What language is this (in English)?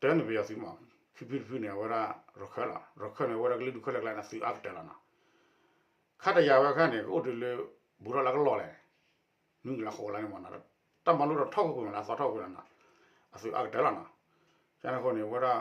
S'gaw Karen